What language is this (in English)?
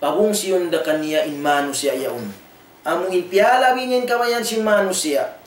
Tausug